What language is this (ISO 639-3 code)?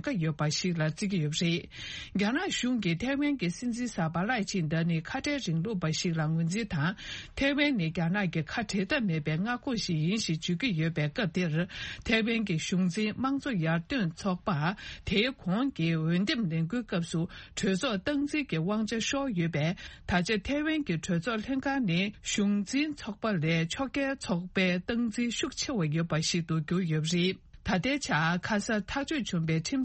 bod